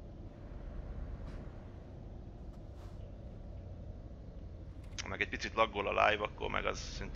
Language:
Hungarian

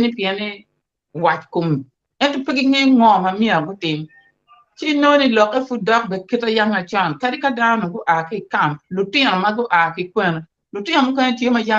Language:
Acoli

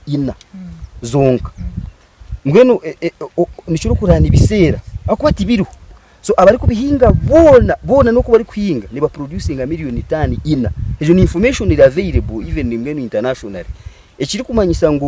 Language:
Nyankole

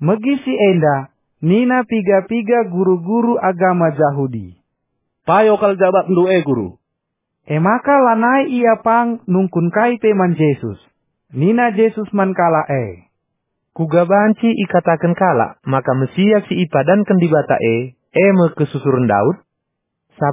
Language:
Batak Karo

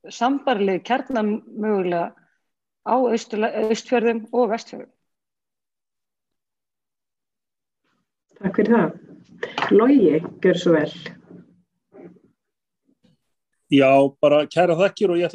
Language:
Icelandic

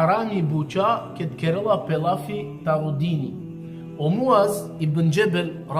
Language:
Balkan Romani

